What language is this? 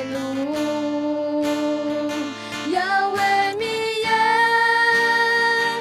Akha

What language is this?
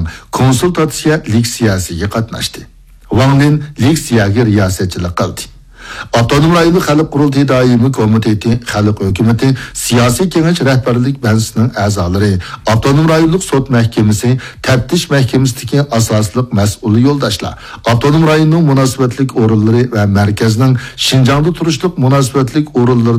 Uyghur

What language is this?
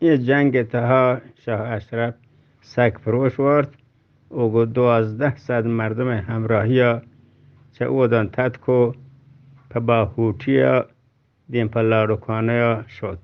Eastern Balochi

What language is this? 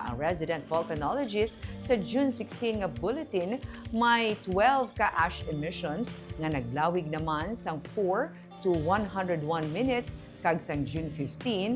Hiligaynon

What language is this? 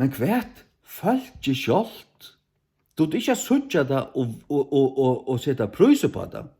Faroese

